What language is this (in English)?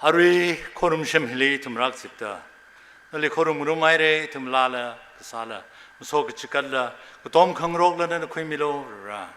Tangkhul Naga (India)